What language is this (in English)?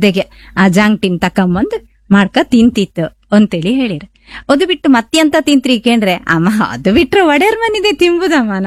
Kannada